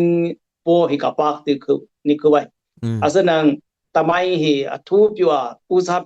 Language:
Dimasa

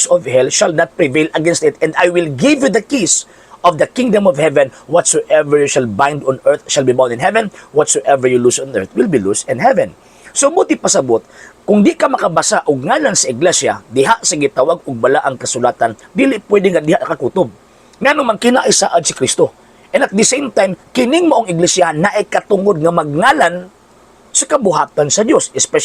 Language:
Cebuano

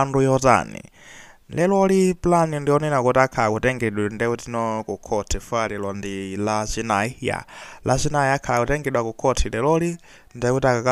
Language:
Nyanja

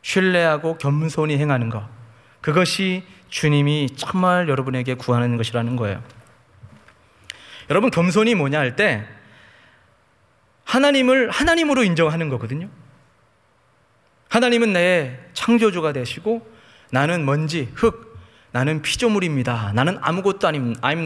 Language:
Korean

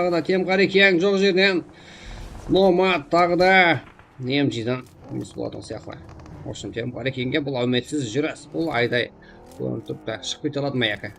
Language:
Kara-Kalpak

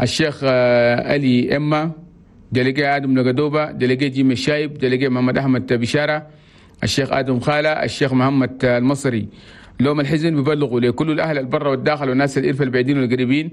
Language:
Chadian Arabic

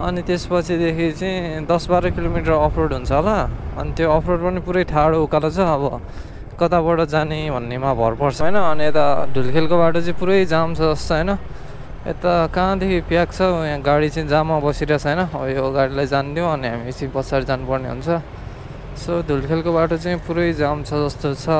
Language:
Nepali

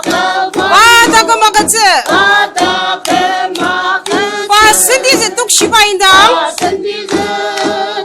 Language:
Ao Naga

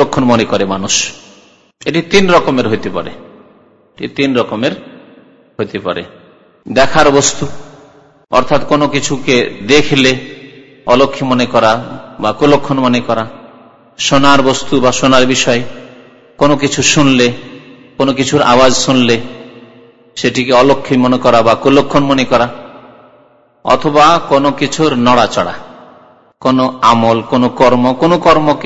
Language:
Bangla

